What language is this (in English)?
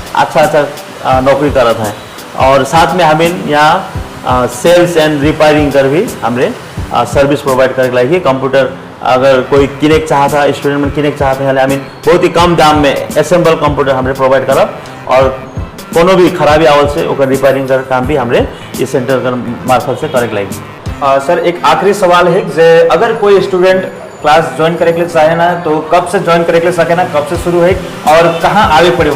Sadri